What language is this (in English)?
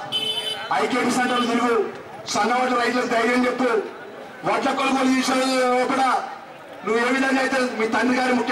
Telugu